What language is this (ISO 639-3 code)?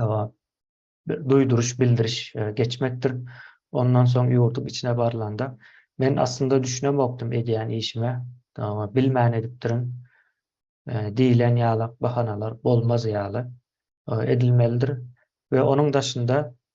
tuk